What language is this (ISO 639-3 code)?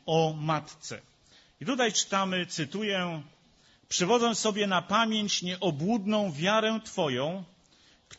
pol